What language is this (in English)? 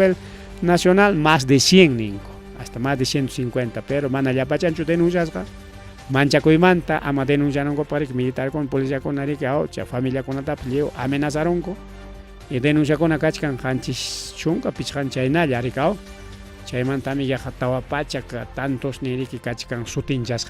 Ayacucho Quechua